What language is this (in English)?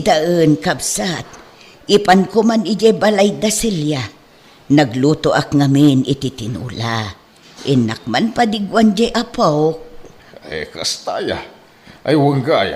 Iloko